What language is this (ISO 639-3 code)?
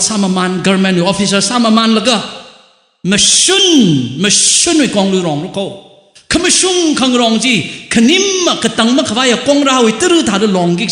nmf